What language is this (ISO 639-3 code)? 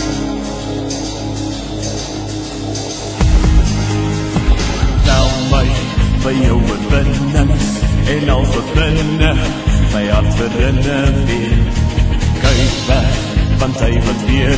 afr